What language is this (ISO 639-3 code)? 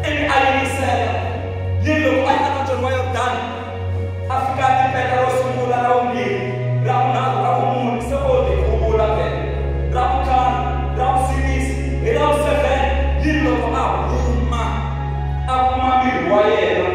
tso